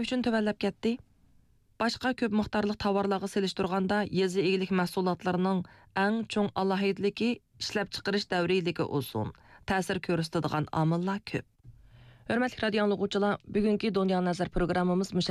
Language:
Uyghur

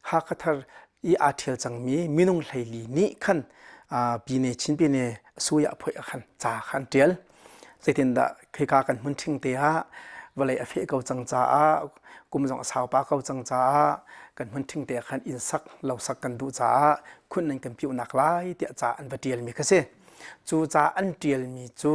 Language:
Hakha Chin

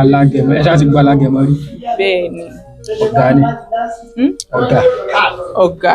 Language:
Yoruba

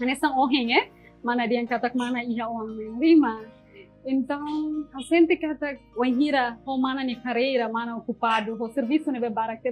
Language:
Tetum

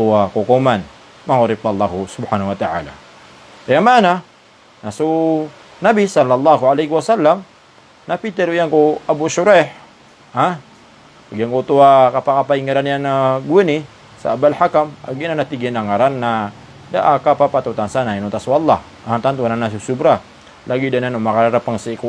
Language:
Maranao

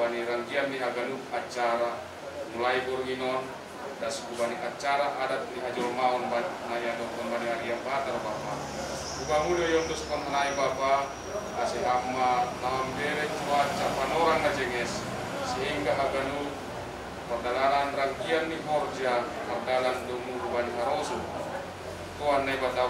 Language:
Batak Simalungun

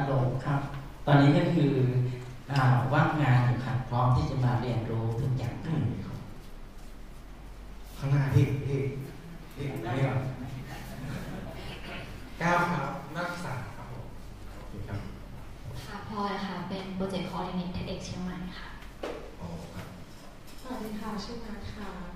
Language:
Thai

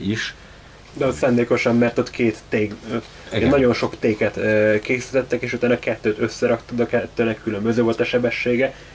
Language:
Hungarian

